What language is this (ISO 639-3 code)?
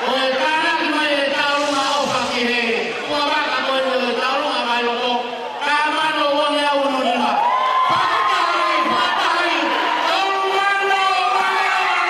ton